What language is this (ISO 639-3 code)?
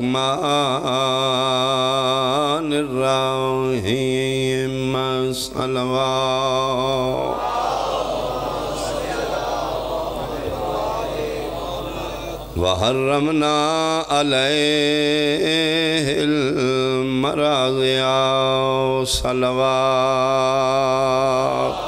phr